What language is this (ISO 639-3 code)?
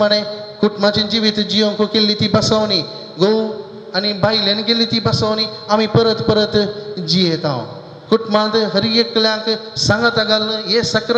kok